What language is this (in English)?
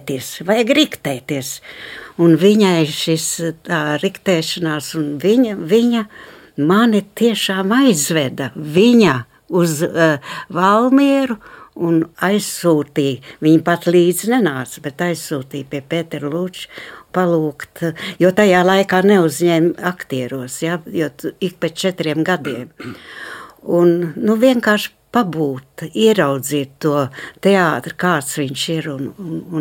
Latvian